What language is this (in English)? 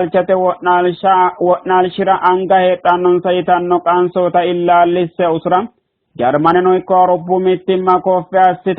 Sidamo